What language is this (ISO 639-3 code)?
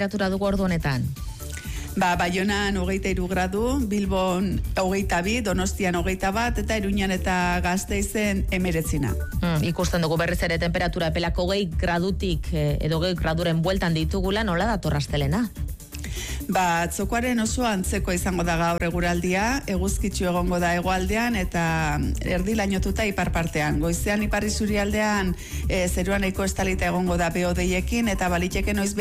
eus